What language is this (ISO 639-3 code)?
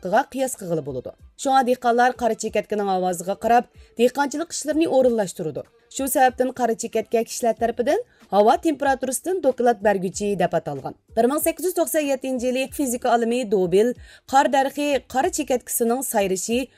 uig